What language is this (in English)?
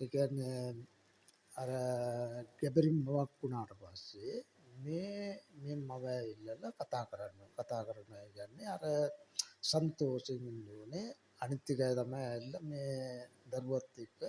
Sinhala